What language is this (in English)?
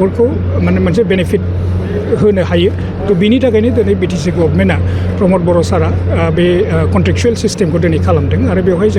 Bodo